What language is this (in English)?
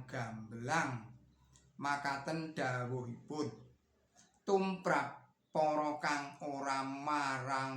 Javanese